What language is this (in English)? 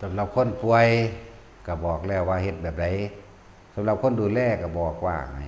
Lao